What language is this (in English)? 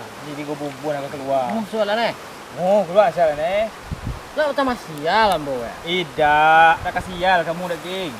Minangkabau